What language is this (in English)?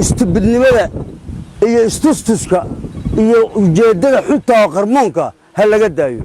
Somali